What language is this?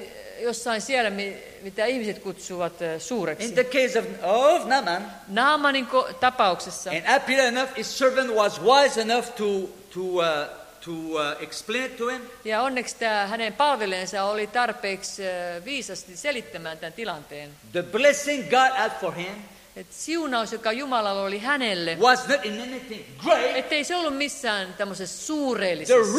Finnish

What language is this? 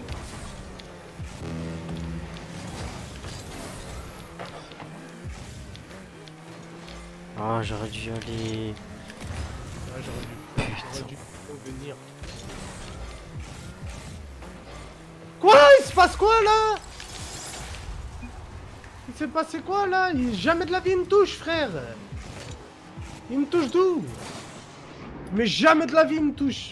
French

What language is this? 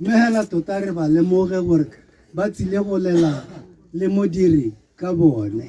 Tswana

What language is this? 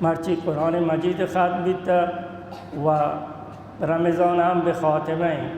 Baluchi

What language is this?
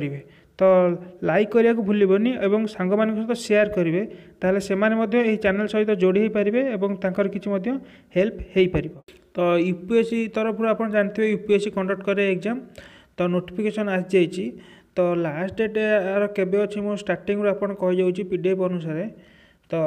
Odia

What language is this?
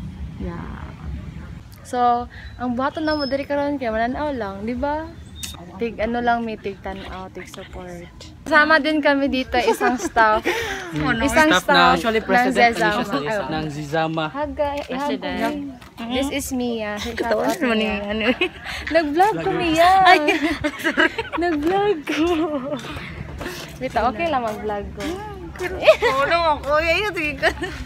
Cebuano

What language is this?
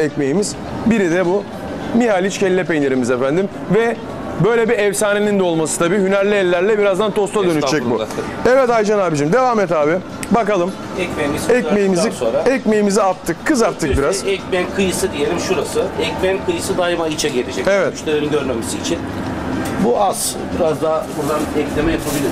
Turkish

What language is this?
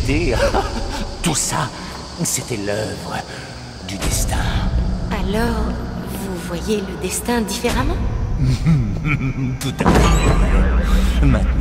French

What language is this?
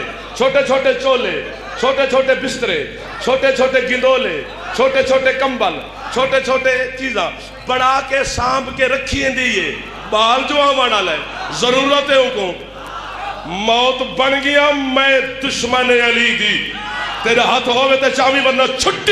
Saraiki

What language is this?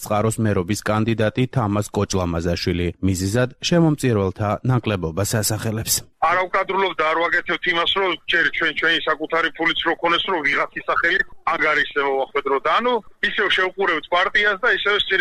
Georgian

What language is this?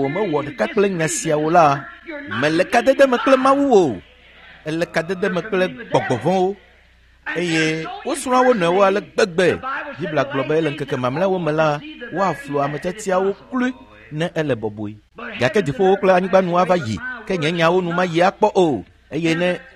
Ewe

